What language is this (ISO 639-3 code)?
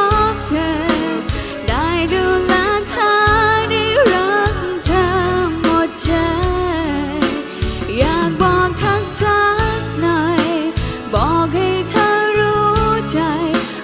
tha